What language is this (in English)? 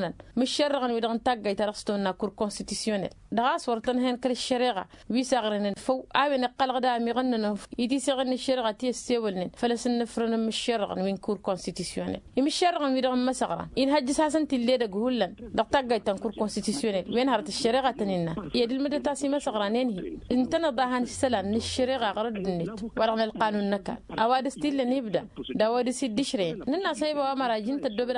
Tamasheq